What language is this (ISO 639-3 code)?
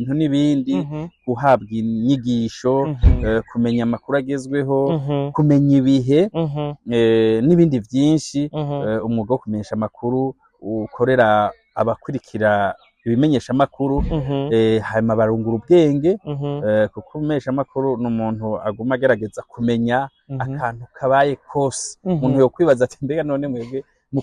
run